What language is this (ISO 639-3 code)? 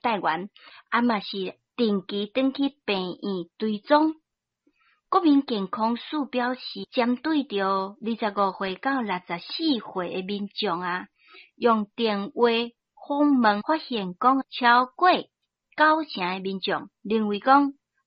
nan